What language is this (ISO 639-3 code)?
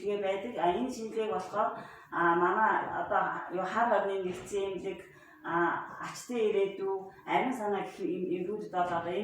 mon